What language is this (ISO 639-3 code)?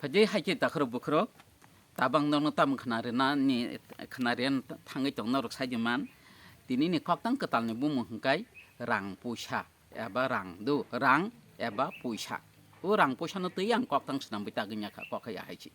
trp